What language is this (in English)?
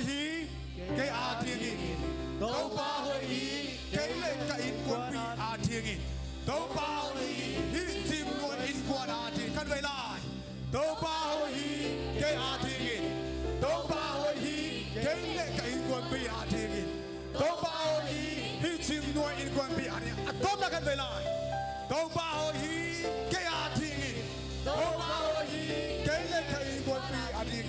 Tedim Chin